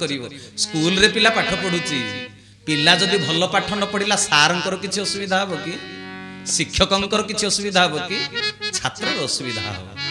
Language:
Odia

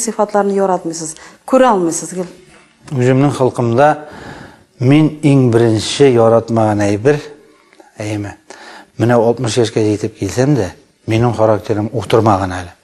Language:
Tatar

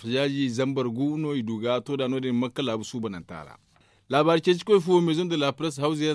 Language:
Zarma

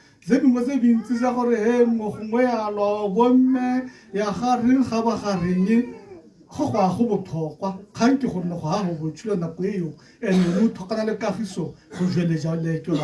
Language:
Tswana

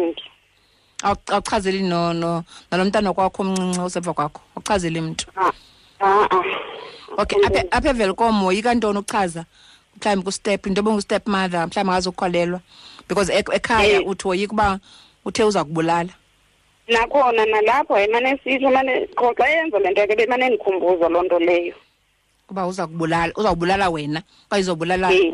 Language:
Xhosa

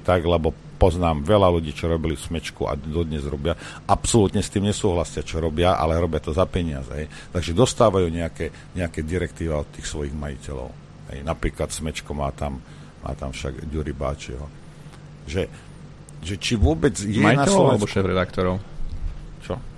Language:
Slovak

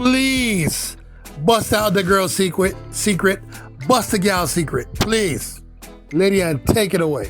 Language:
Jamaican Creole English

